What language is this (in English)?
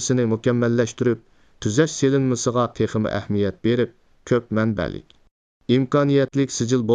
Uyghur